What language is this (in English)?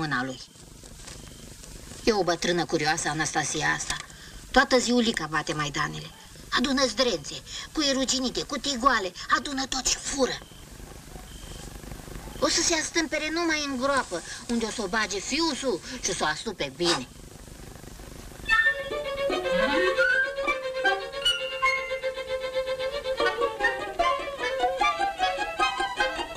Romanian